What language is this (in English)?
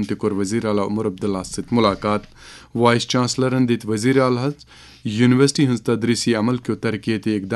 Kashmiri